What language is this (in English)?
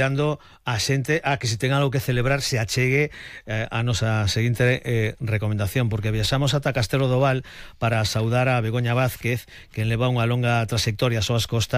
Galician